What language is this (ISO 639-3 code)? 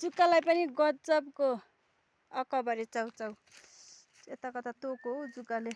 nep